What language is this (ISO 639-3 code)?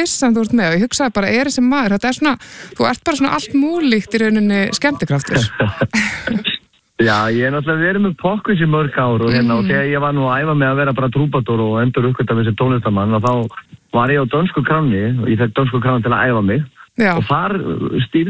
isl